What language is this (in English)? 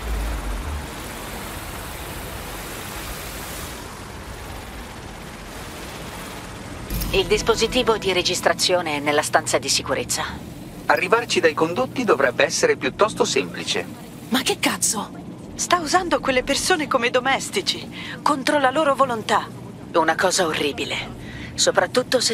Italian